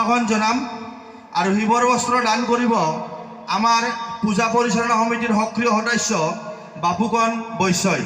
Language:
Assamese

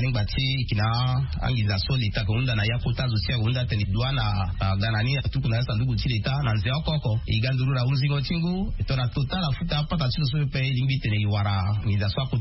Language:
Sango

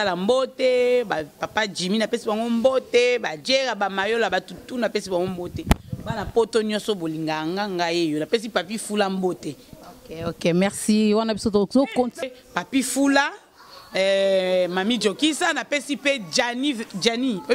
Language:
Lingala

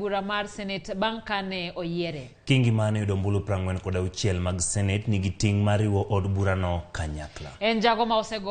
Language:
Luo (Kenya and Tanzania)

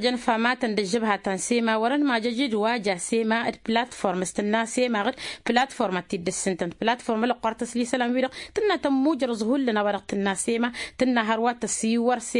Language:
Tamasheq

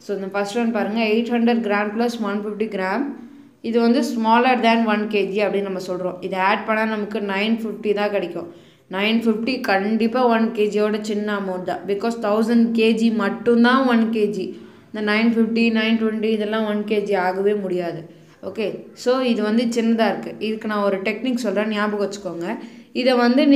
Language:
Tamil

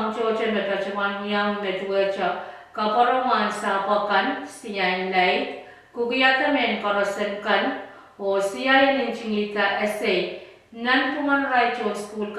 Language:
Pohnpeian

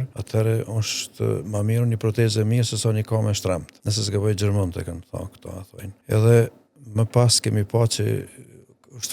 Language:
Albanian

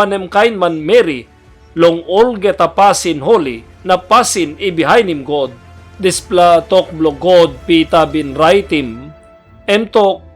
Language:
Tok Pisin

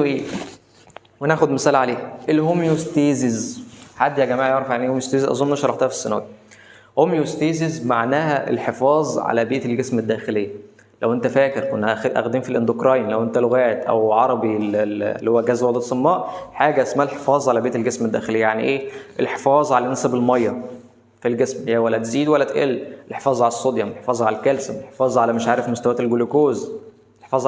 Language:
Egyptian Arabic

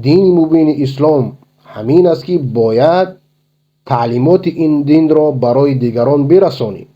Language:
Persian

